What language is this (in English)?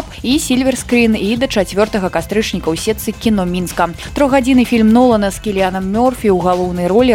Belarusian